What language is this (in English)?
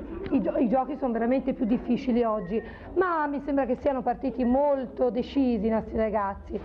Italian